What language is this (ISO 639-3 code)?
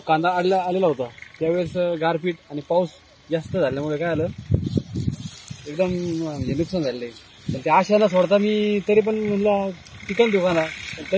mar